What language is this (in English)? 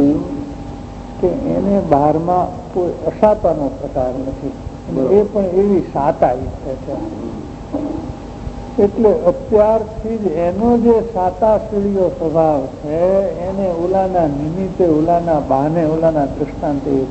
Gujarati